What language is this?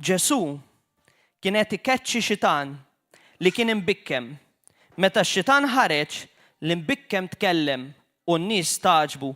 Maltese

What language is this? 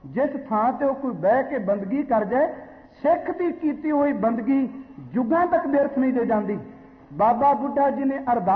Punjabi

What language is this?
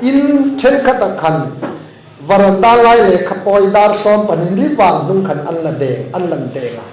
Hmar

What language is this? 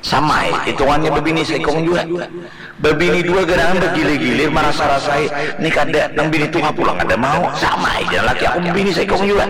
Banjar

